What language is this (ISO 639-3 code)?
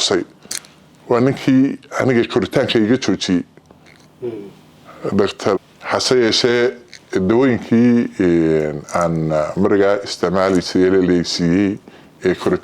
som